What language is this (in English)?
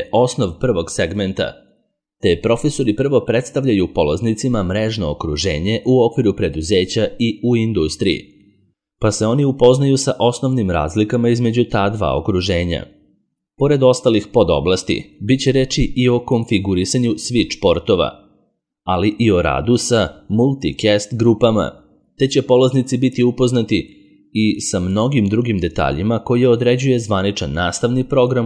Serbian